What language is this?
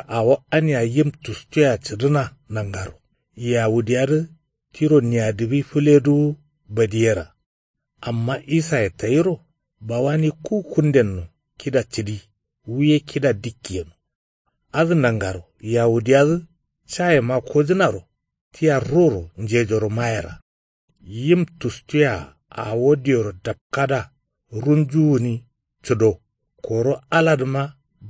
Kanuri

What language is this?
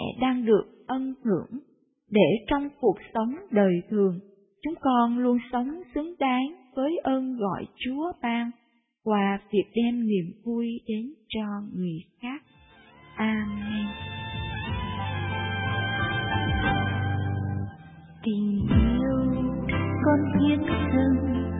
Vietnamese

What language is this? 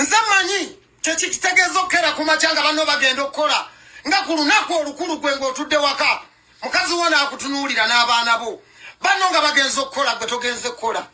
Ganda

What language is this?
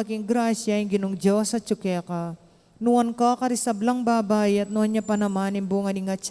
Pampanga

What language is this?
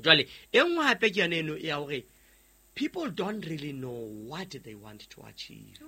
Southern Sotho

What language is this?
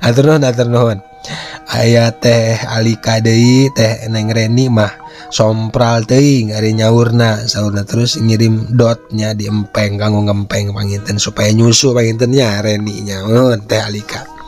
Sundanese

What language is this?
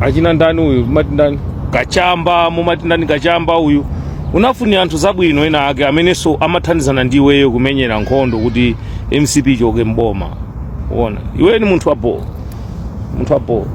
Nyanja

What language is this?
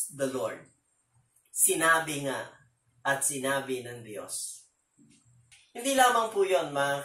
Filipino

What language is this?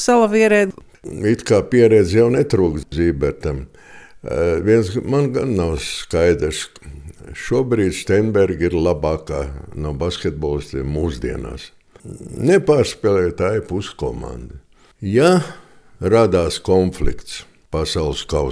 Latvian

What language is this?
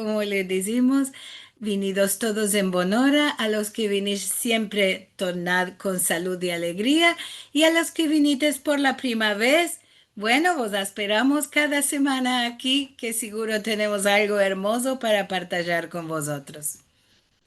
Ladino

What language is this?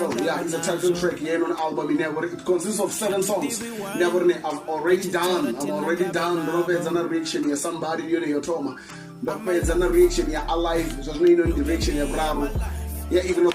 Venda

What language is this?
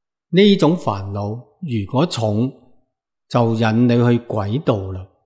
Cantonese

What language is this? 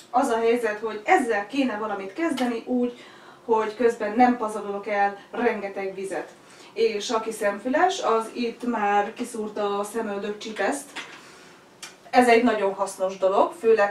Hungarian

